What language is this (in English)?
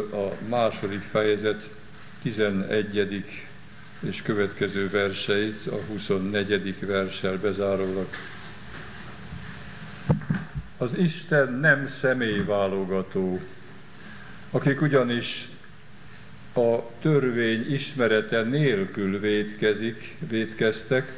Hungarian